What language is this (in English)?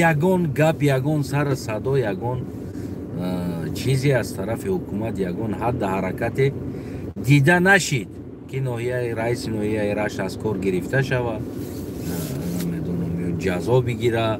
Tajik